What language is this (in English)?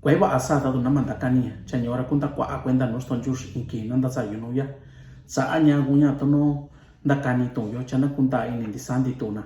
Mixtepec Mixtec